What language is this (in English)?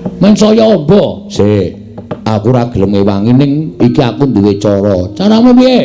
Javanese